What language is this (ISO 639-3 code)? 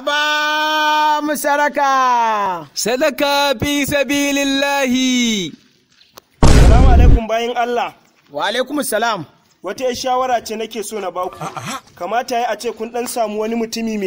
hau